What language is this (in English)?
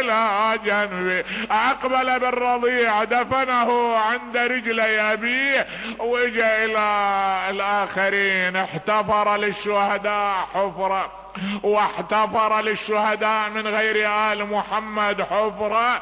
Mesopotamian Arabic